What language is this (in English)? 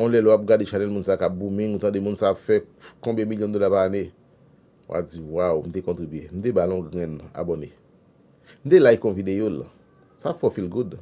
Haitian Creole